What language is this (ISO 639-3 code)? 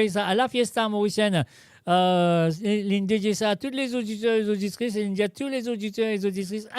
mfe